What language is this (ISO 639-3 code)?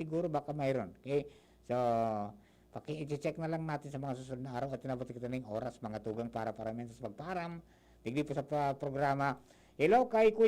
bik